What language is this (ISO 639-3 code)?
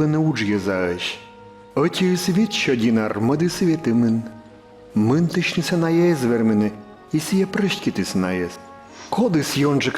kom